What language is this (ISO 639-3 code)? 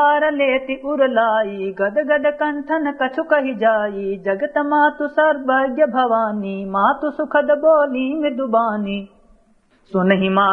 awa